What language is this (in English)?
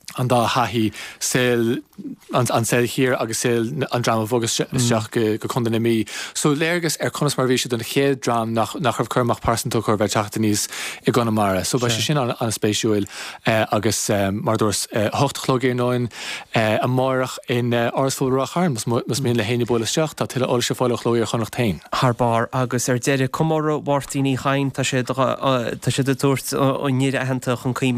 Irish